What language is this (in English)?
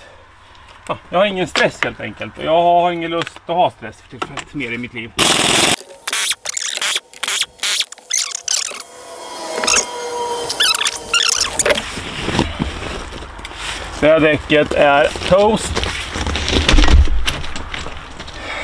Swedish